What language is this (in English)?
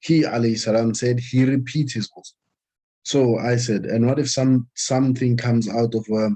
Southern Sotho